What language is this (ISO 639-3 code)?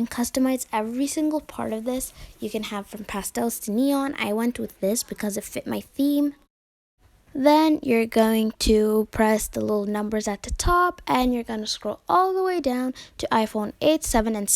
eng